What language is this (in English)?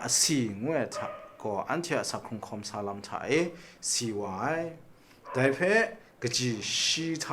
Kachin